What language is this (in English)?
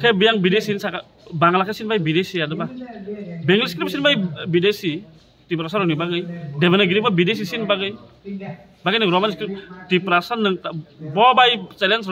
Kok Borok